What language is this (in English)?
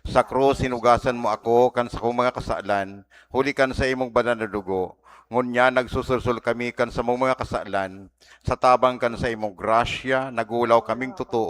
Bikol